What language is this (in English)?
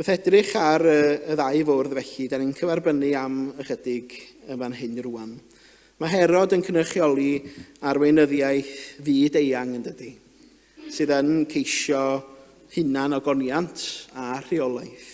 Welsh